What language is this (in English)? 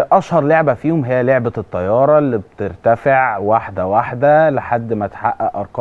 Egyptian Arabic